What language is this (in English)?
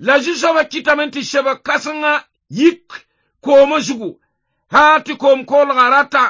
Mossi